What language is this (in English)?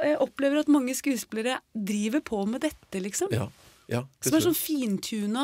Norwegian